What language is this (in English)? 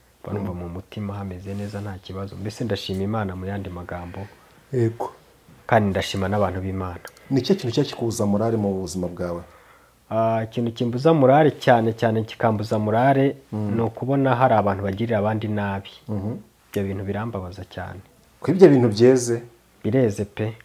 Kinyarwanda